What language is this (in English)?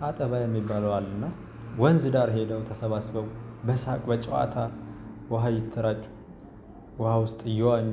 Amharic